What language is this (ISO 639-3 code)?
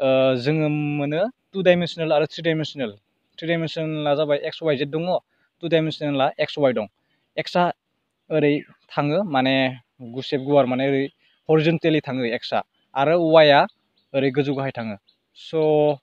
brx